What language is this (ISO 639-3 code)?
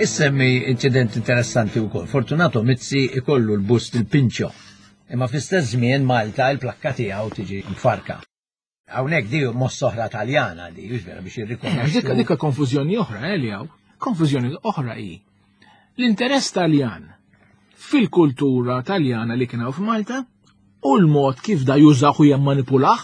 mlt